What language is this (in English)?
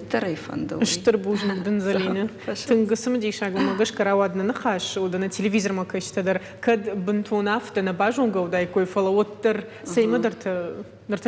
Ossetic